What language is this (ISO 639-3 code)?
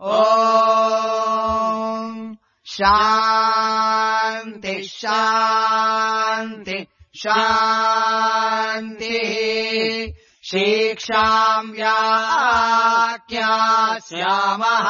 san